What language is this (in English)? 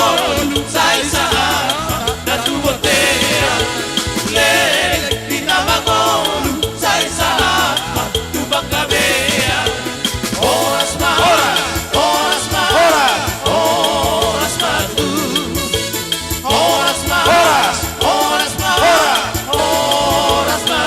Batak Toba